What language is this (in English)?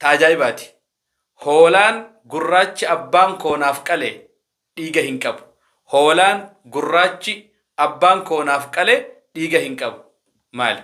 Oromo